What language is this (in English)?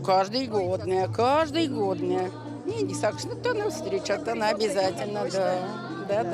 Erzya